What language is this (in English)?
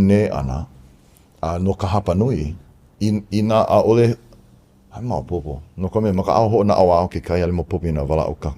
Hawaiian